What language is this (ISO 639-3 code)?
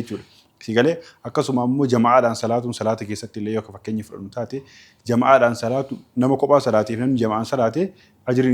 orm